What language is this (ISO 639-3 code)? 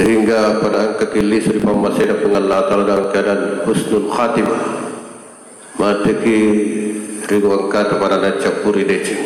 bug